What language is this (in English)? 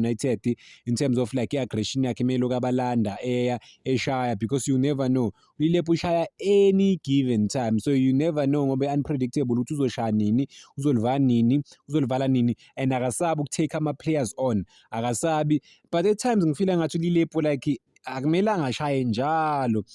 Zulu